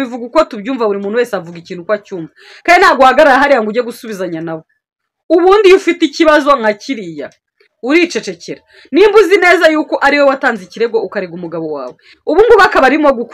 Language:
Kinyarwanda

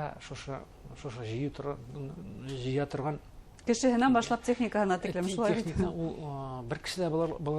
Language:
Bashkir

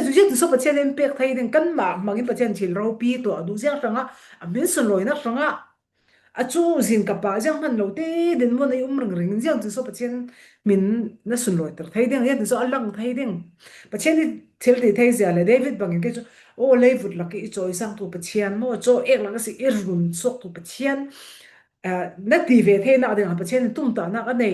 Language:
Falam Chin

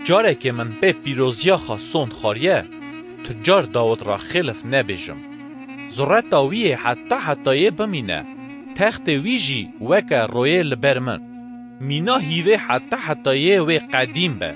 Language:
Kurdish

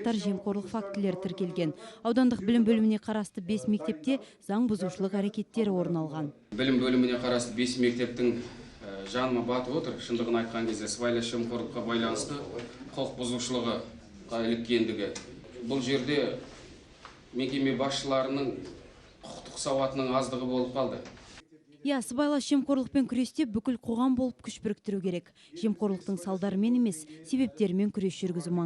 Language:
Kazakh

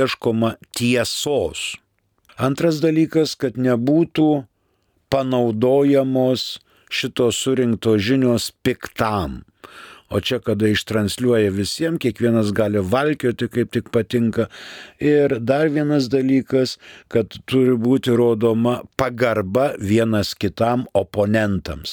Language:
Lithuanian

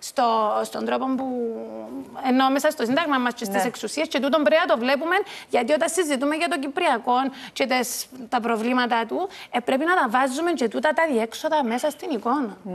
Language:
Greek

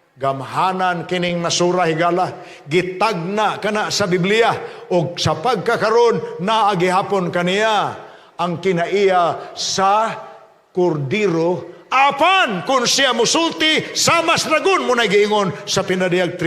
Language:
Cebuano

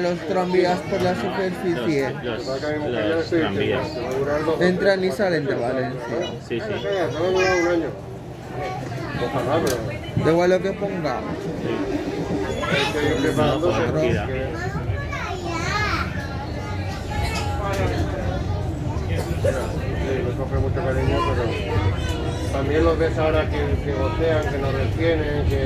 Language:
Spanish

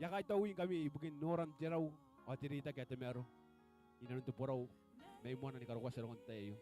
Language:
Gilbertese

